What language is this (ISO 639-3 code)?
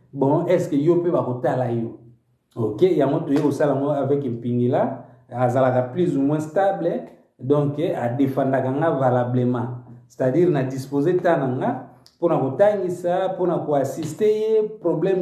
lin